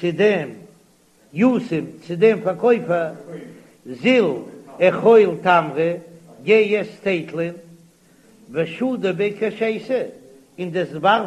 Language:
Yiddish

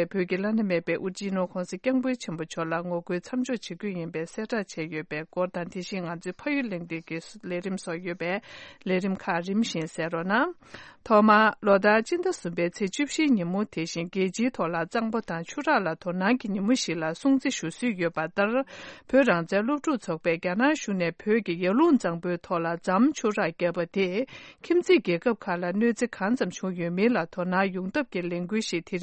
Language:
Tibetan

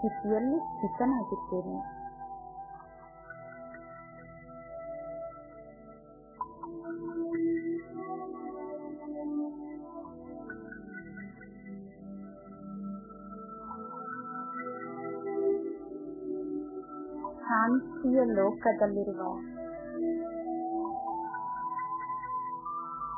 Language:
Kannada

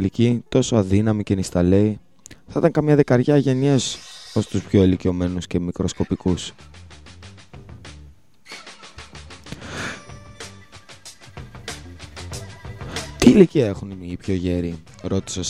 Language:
Greek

